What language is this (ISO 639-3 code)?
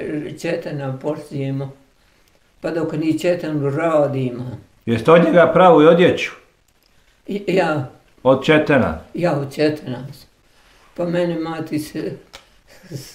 bos